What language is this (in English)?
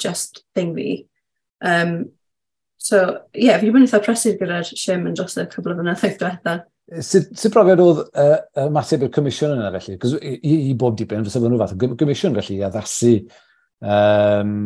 Welsh